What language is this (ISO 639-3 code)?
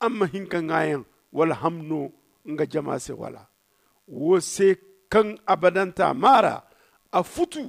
dje